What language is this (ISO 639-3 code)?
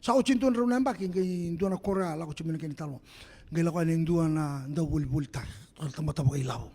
fij